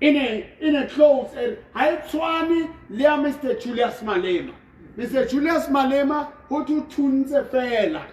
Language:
Southern Sotho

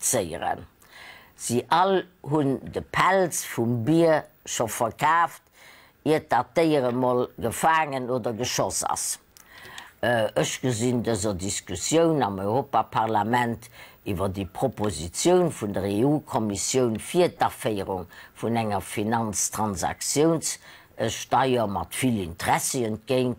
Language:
Luxembourgish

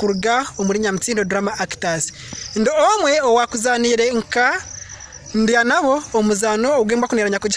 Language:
Nyankole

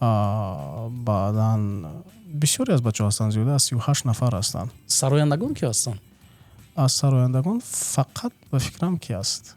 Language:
Tajik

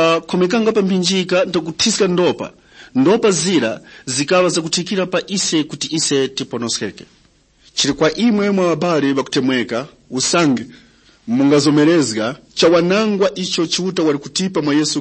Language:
Tumbuka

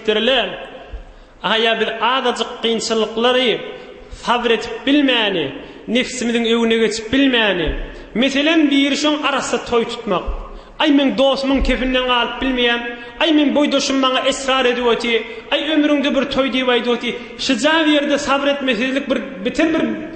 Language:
Turkmen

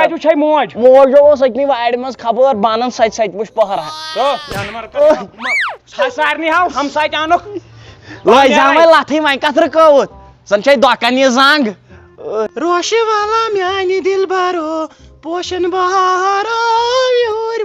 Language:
Kashmiri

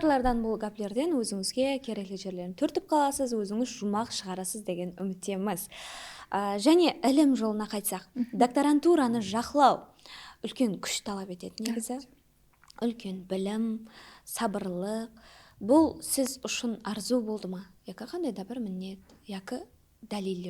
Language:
Kara-Kalpak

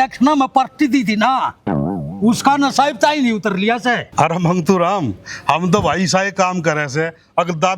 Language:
Haryanvi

